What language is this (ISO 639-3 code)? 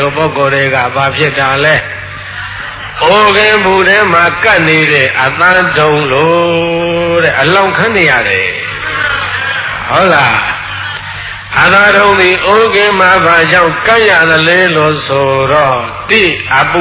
mya